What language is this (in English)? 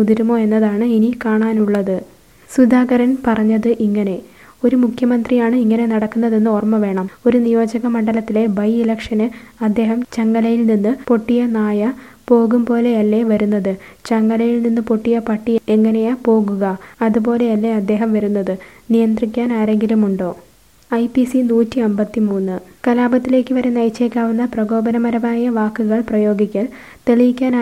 Malayalam